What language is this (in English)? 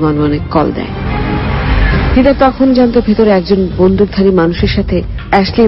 Bangla